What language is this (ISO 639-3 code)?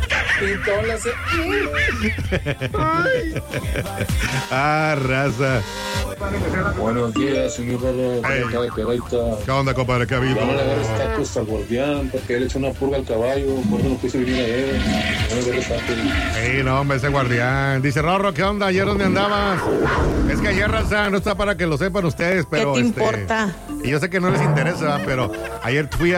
spa